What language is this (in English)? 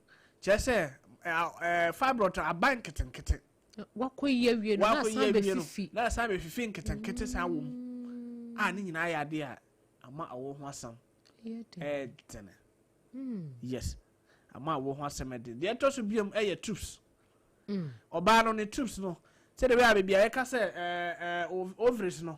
Akan